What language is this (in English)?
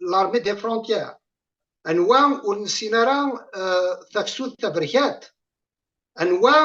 Kabyle